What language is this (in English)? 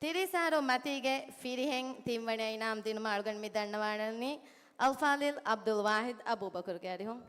Divehi